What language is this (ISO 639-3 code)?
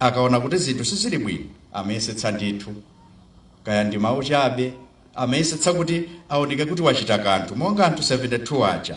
nya